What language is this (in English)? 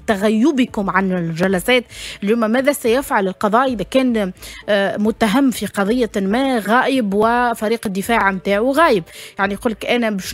Tunisian Arabic